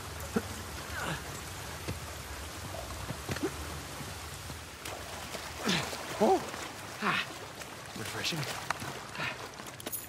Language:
English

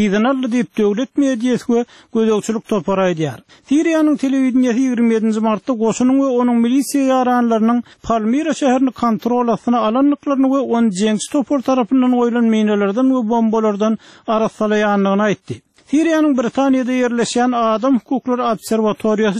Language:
Turkmen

